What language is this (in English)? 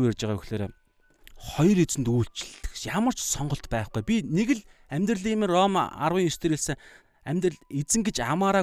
Mongolian